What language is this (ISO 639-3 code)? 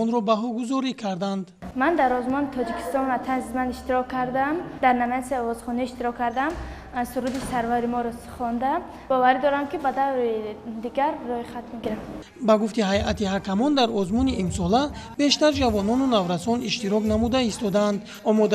tgk